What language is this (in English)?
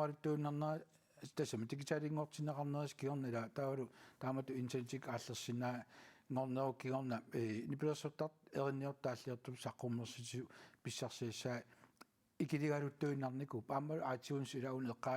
Kalaallisut